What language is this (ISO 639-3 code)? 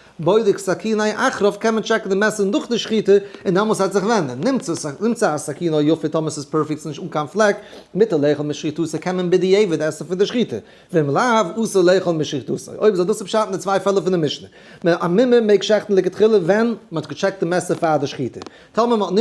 yid